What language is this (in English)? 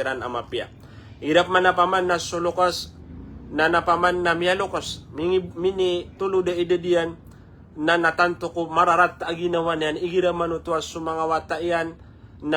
Maranao